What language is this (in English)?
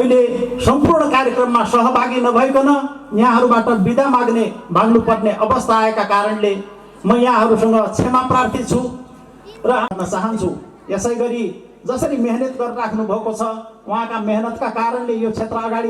Nepali